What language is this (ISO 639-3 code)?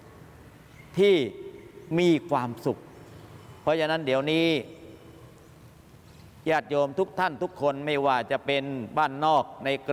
tha